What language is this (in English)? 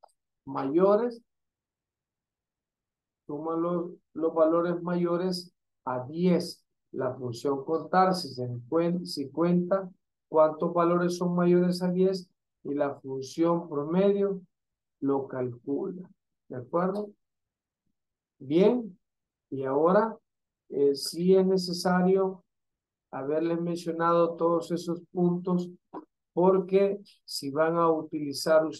Spanish